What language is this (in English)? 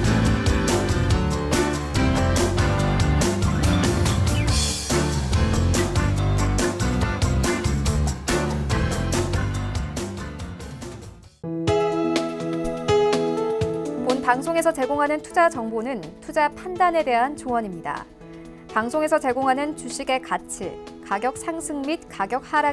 Korean